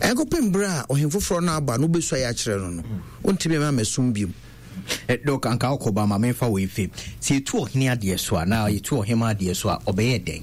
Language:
Akan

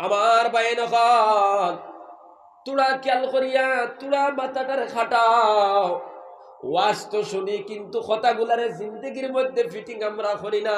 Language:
Sylheti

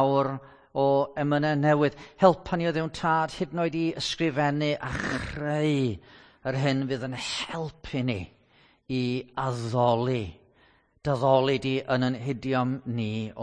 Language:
Welsh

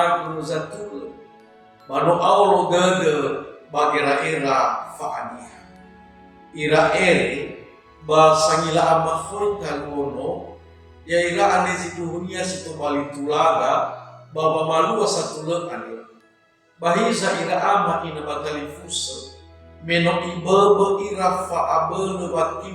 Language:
Nias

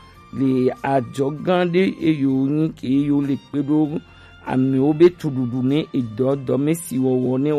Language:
Gen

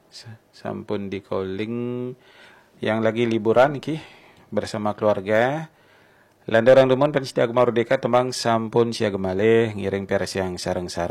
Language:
Balinese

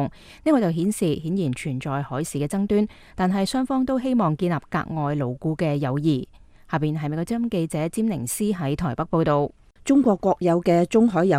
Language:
Cantonese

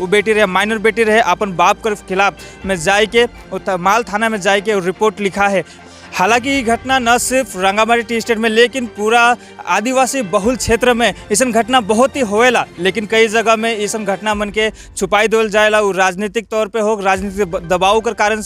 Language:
Sadri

